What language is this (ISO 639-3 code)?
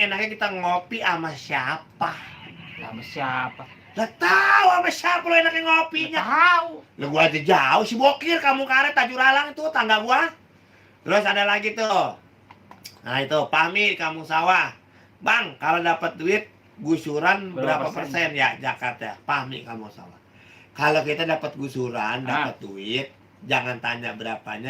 bew